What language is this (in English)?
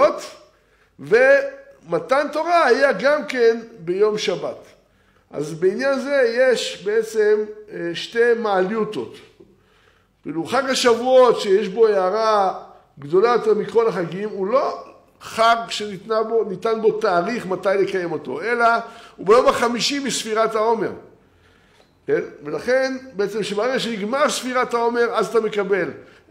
Hebrew